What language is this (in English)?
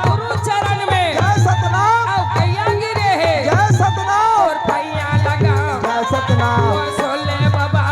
Chhattisgarhi